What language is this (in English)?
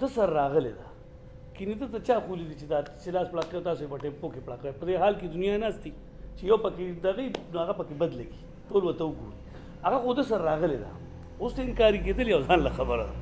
Pashto